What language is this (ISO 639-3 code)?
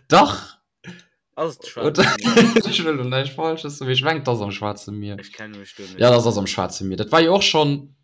ltz